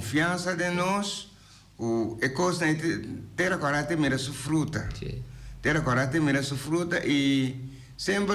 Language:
Papiamento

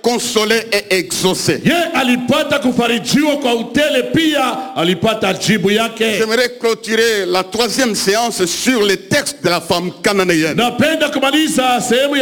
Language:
Swahili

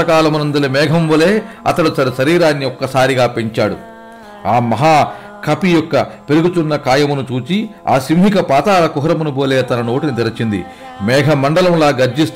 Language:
Telugu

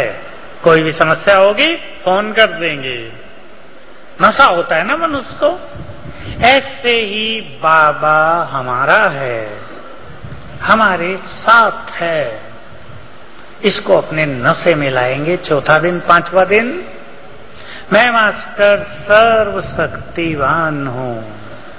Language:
Hindi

